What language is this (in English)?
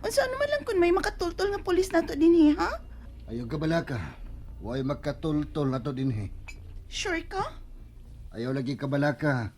Cebuano